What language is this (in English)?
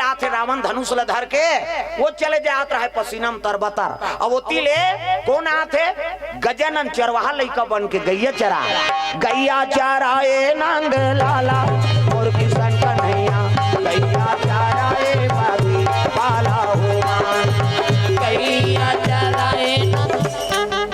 Chhattisgarhi